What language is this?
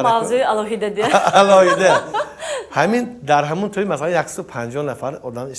Tajik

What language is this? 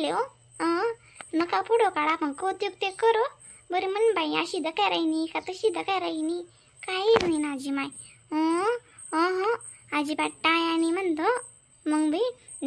Khandesi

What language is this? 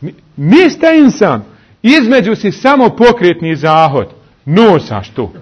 Bosnian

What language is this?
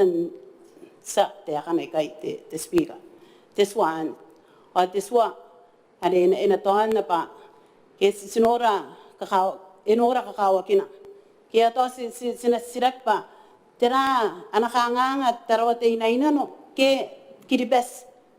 Gilbertese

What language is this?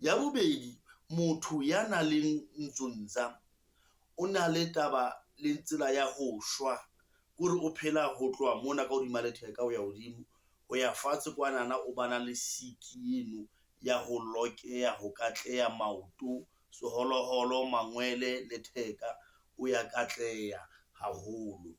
Southern Sotho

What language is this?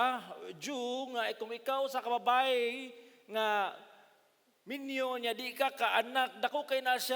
Cebuano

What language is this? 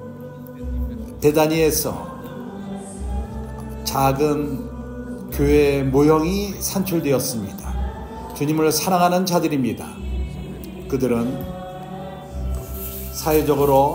Korean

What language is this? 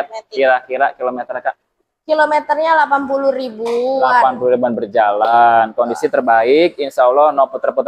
Indonesian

